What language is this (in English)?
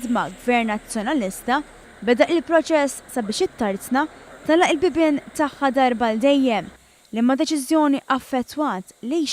Maltese